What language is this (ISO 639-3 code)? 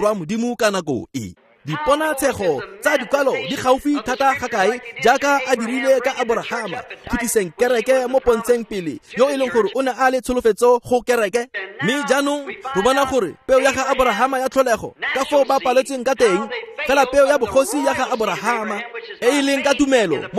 tsn